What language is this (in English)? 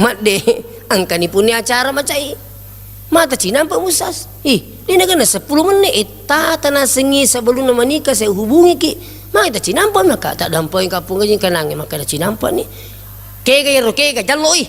Buginese